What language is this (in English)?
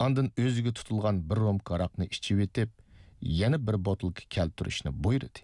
Uyghur